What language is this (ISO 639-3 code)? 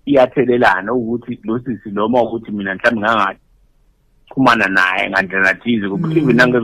zul